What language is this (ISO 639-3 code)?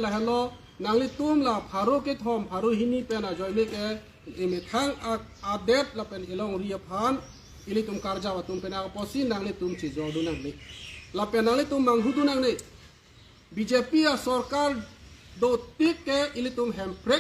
mjw